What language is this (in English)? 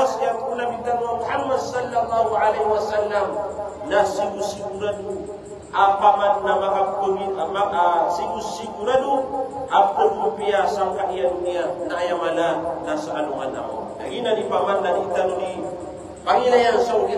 Maranao